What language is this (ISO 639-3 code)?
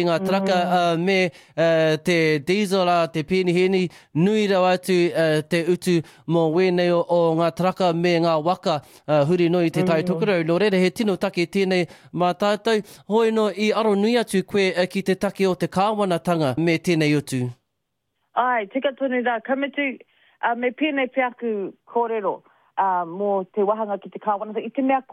mri